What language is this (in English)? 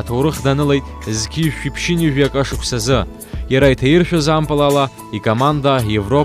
Abkhazian